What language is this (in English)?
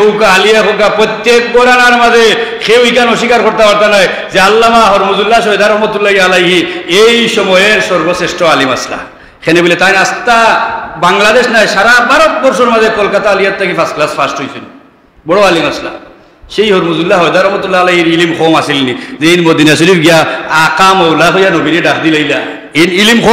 Sylheti